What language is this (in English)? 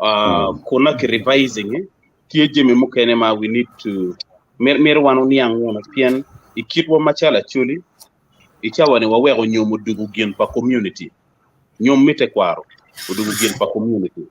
Acoli